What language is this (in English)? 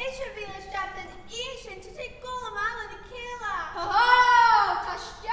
Irish